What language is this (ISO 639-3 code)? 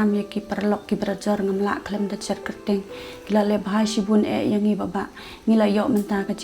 kha